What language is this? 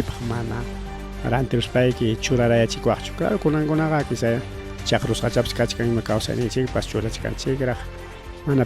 Ayacucho Quechua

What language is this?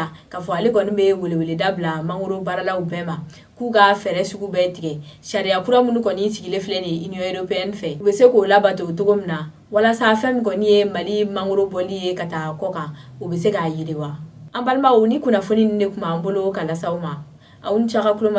Bambara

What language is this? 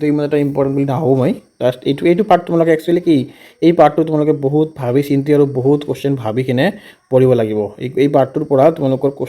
Assamese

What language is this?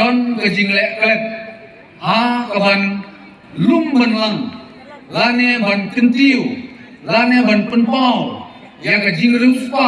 Khasi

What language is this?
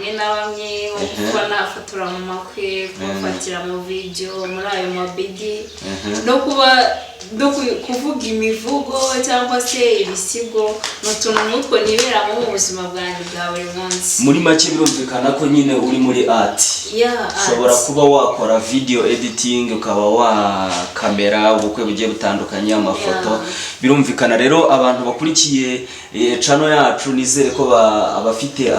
Kinyarwanda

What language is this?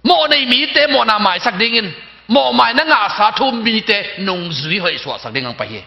Tedim Chin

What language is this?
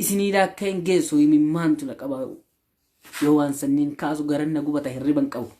Oromo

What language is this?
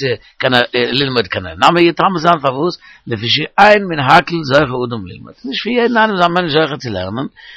Yiddish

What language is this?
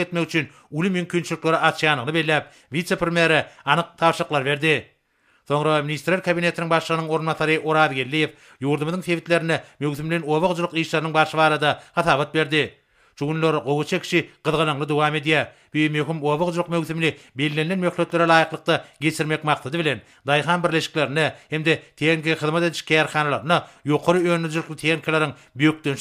Turkmen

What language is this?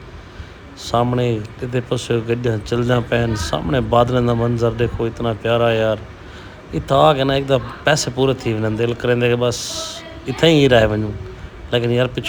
Saraiki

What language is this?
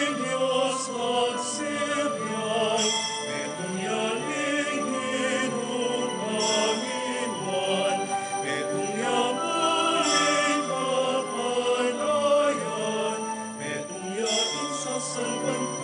Pampanga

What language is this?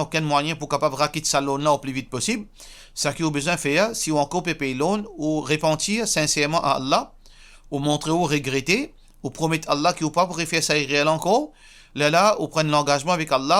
Morisyen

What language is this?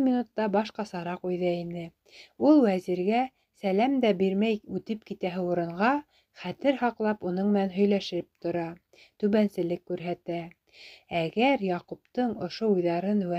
Bashkir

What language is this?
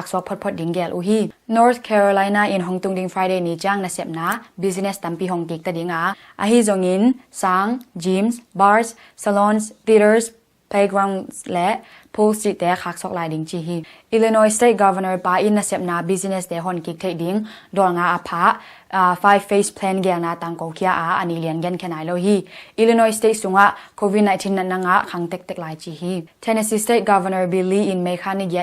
Tedim Chin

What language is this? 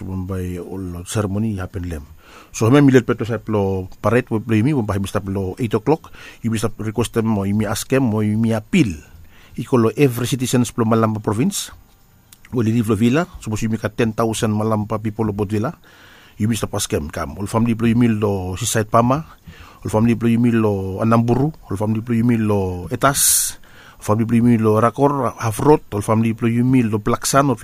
Bislama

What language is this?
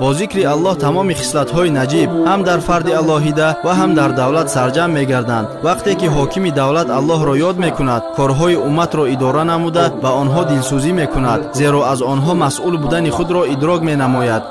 Tajik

